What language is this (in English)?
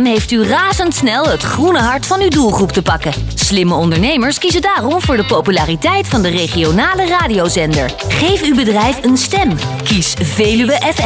Dutch